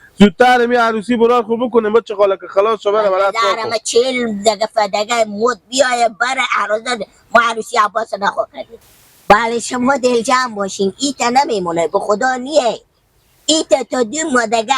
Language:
Hazaragi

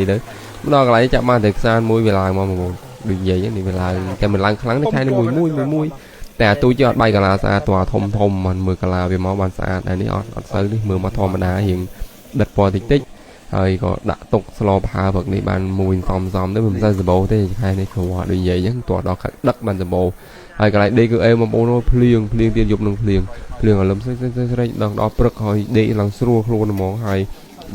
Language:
Khmer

